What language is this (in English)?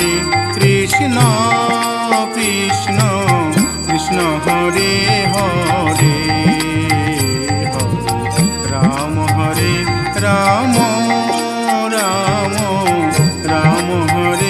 Bangla